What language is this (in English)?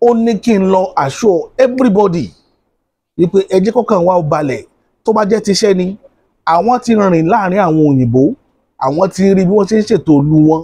Yoruba